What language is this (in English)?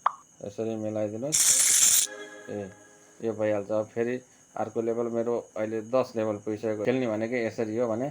Nepali